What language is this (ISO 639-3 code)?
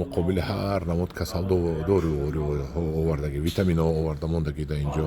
tgk